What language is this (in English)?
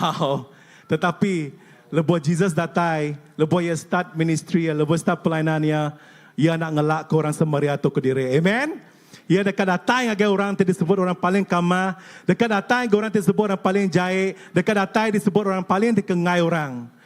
Iban